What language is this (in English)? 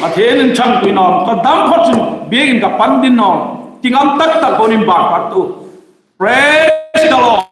Hmar